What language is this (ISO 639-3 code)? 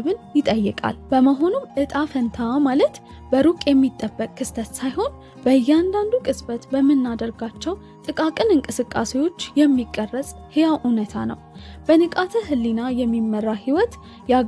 amh